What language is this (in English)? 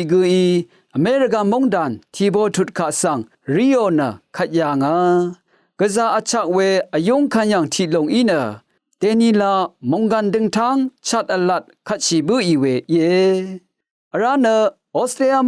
Rawang